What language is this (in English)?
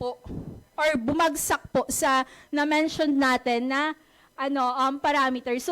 Buhi'non Bikol